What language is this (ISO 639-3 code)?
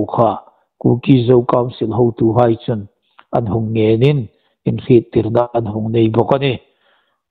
hmr